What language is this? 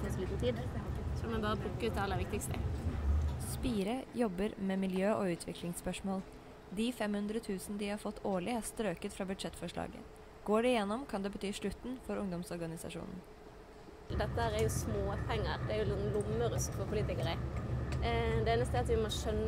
Norwegian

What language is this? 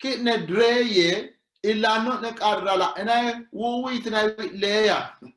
Sidamo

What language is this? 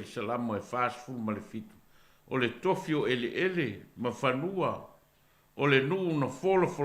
Samoan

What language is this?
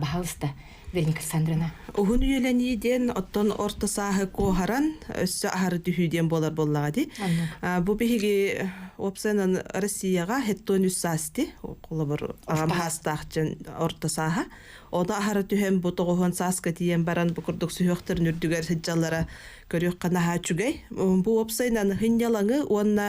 Yakut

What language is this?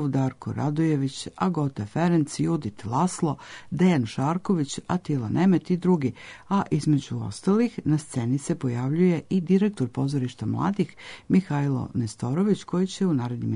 Serbian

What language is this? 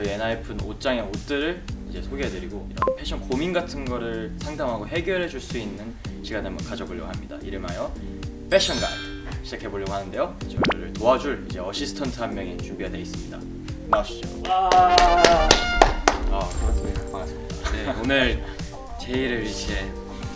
Korean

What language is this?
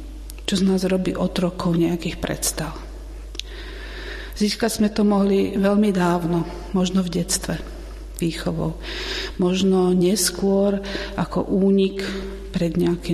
Slovak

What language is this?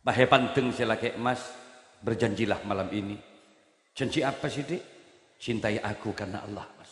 Madurese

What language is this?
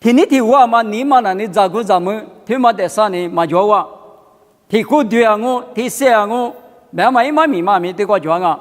Lisu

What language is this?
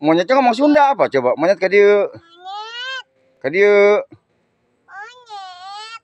Betawi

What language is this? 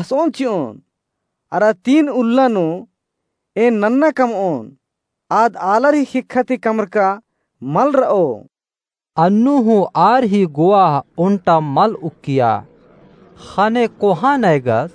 Kurukh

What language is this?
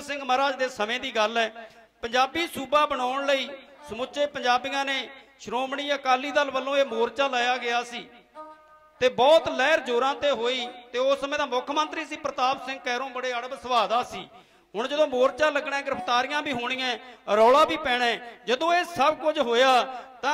Punjabi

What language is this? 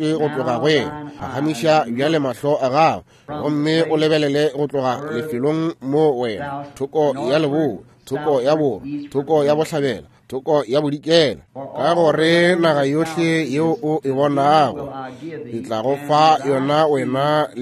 Northern Sotho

